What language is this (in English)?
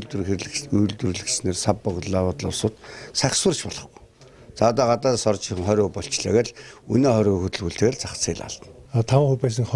Mongolian